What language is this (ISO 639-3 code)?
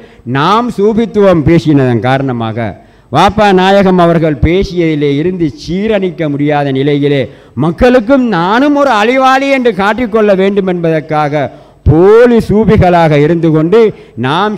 tam